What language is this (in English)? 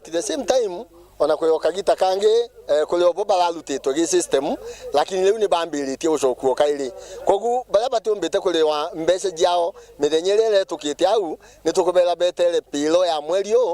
Meru